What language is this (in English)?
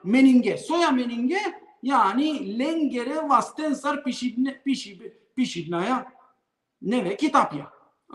Balkan Romani